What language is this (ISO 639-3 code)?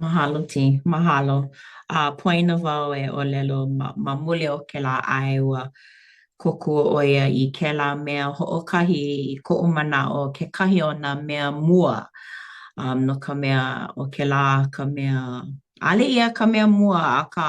haw